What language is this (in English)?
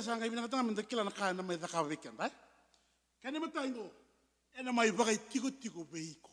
Fijian